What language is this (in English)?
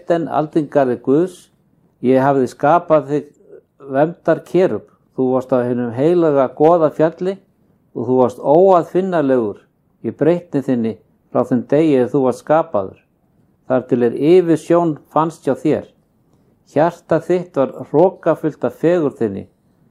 Icelandic